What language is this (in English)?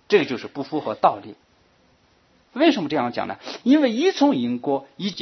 Chinese